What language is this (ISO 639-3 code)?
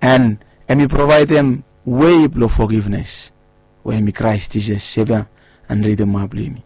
bis